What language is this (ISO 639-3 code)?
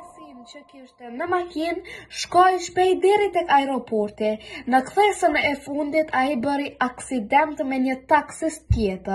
sqi